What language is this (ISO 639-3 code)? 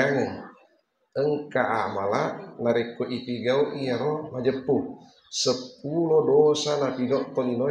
bug